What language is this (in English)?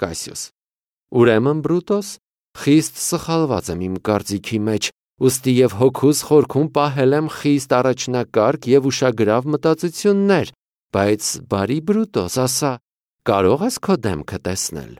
Armenian